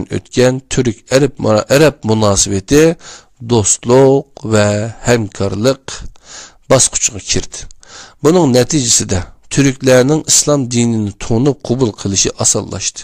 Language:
Uyghur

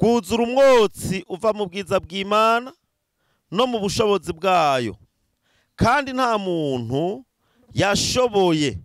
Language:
Rundi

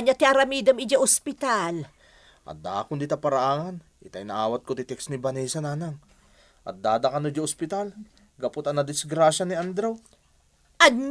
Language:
Iloko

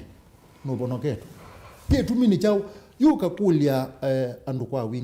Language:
Kamba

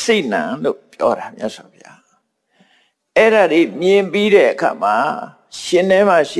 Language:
Burmese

